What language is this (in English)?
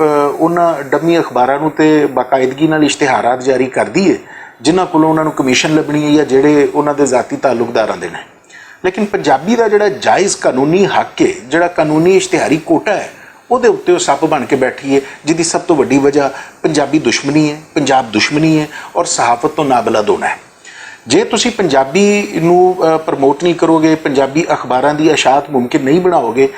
Western Panjabi